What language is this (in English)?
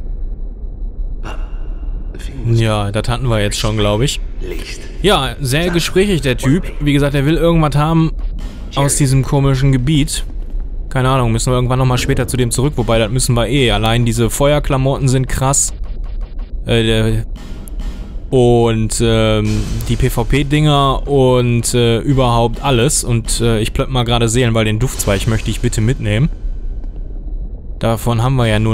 German